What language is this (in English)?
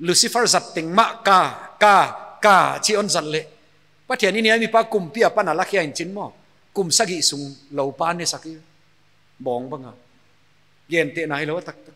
Paite Chin